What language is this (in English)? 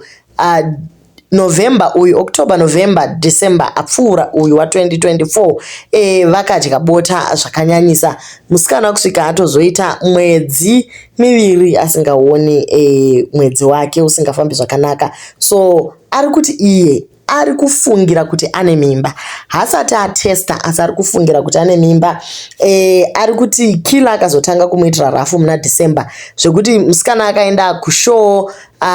Shona